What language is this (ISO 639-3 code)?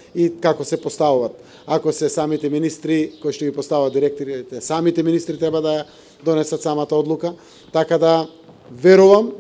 mkd